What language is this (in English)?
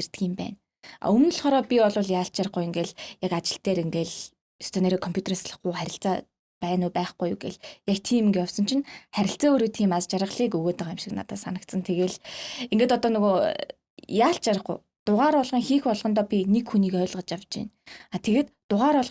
Mongolian